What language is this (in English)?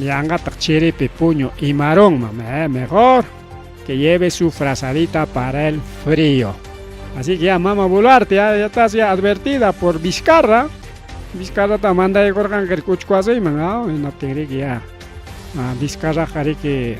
Ayacucho Quechua